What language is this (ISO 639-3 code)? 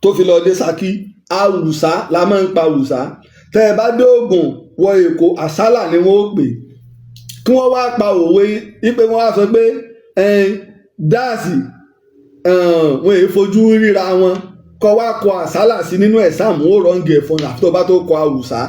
yor